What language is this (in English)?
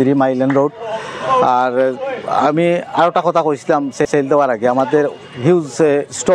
Sylheti